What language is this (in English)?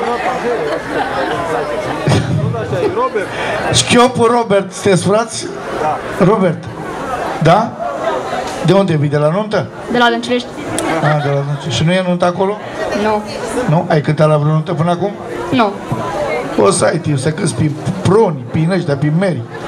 Romanian